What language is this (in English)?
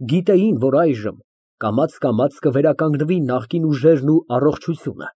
Armenian